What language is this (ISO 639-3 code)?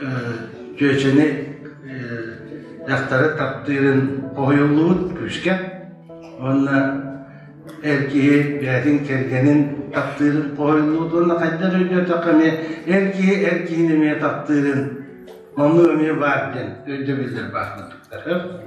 sah